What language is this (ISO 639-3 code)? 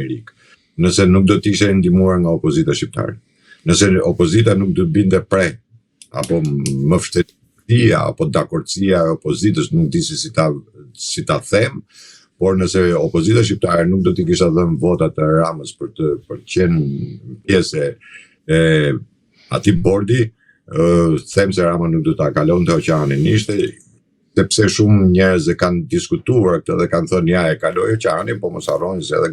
sqi